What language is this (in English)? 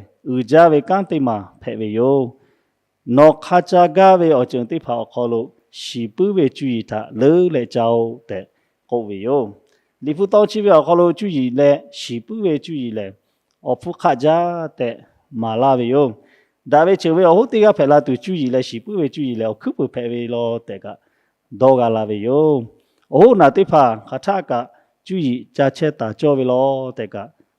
Lahu